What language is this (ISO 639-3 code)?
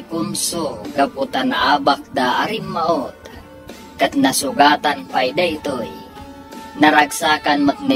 ilo